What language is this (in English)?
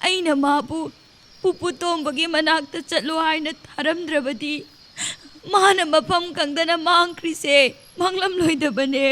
Manipuri